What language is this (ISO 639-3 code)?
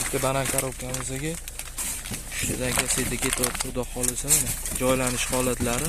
uzb